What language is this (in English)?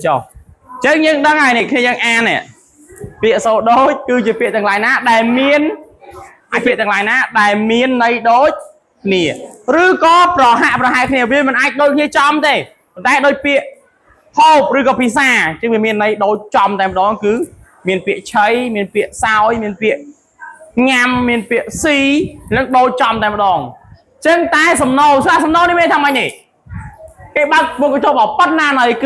Khmer